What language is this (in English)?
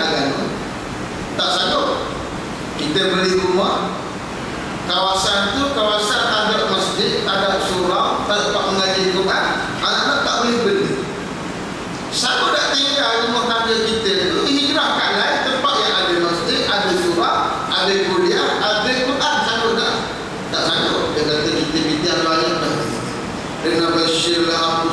Malay